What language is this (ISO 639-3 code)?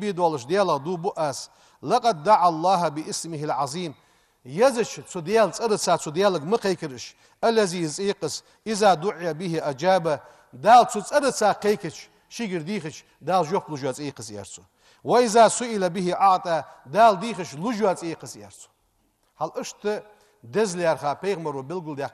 inh